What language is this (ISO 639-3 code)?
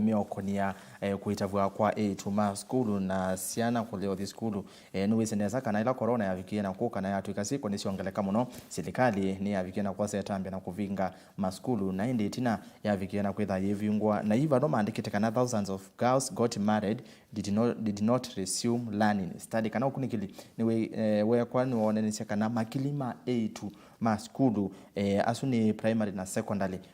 kam